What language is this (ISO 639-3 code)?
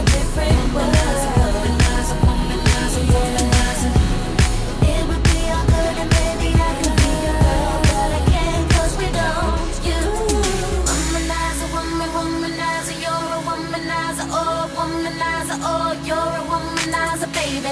eng